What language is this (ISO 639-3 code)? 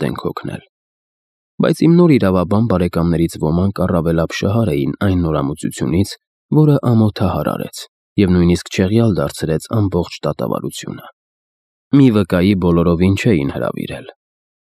hye